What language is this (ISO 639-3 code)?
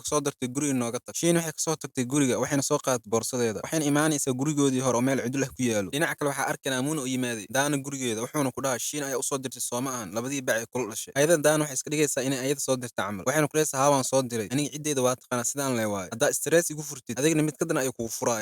som